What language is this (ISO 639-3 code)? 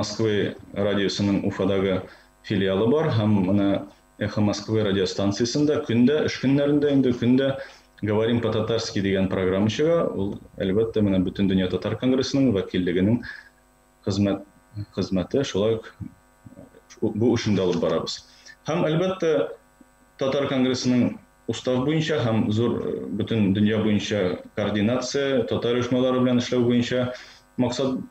tat